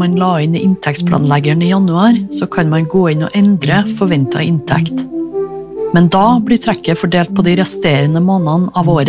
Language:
Norwegian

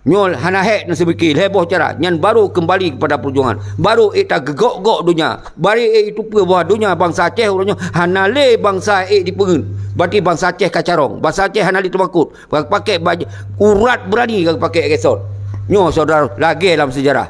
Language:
Achinese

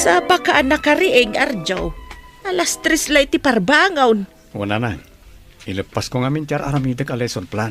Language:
Iloko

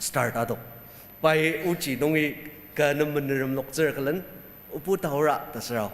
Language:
Ao Naga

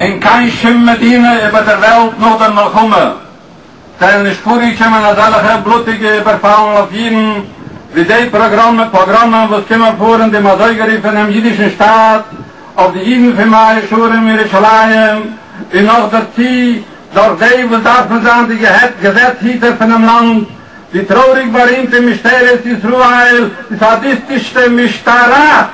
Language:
Yiddish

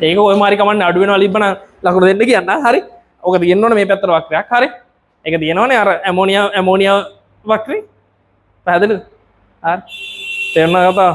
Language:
Sinhala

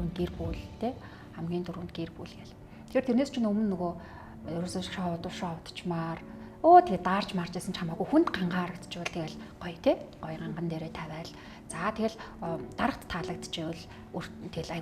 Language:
Mongolian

